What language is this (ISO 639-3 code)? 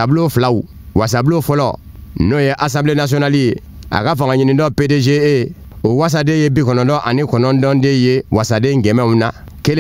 bam